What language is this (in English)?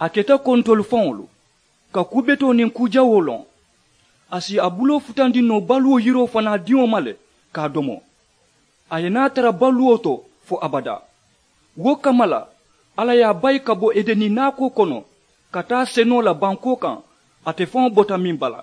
Mandingo